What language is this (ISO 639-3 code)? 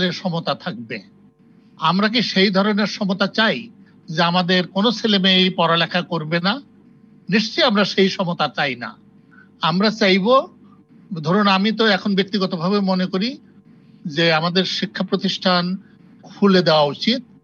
ben